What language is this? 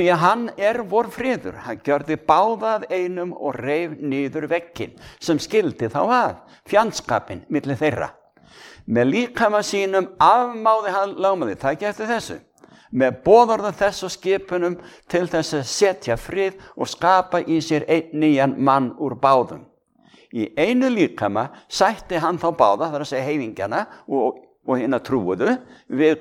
Icelandic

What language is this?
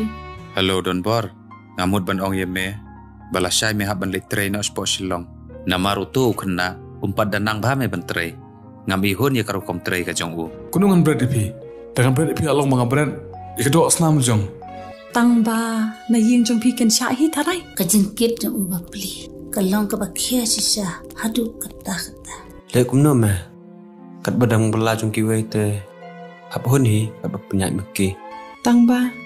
Khasi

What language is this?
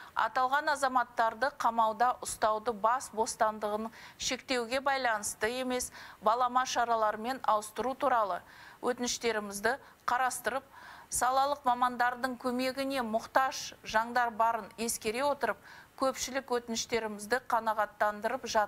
Kazakh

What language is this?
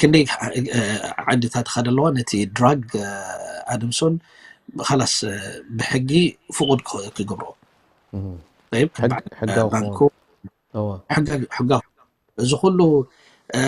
Tigrinya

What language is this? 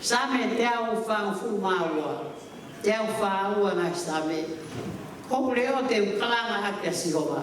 Tongan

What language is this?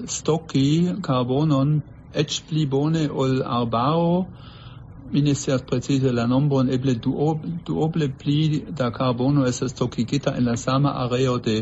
Esperanto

